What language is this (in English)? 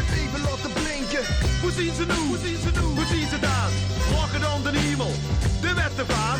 Limburgish